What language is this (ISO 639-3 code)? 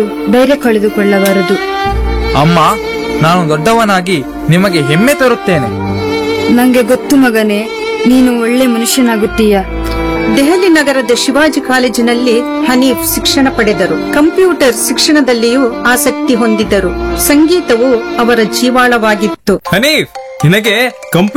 kan